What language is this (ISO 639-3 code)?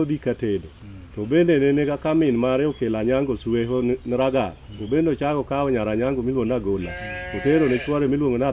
luo